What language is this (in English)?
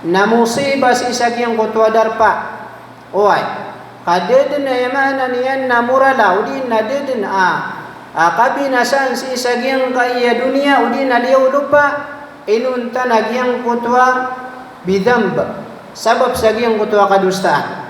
Maranao